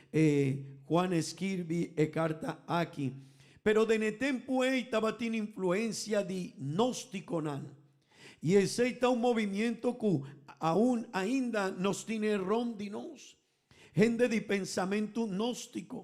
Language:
Papiamento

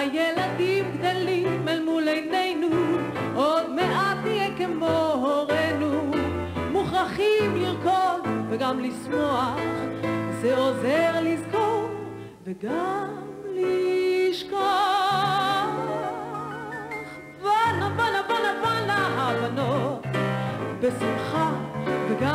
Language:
Hebrew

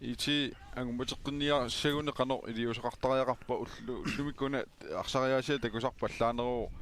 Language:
Kalaallisut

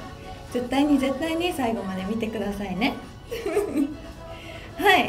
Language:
Japanese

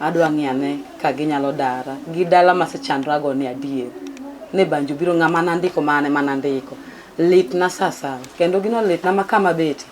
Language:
Luo (Kenya and Tanzania)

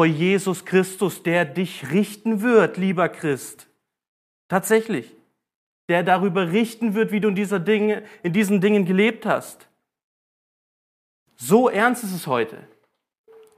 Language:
German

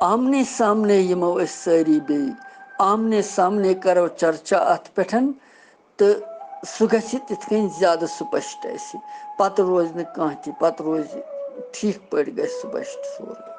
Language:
Kashmiri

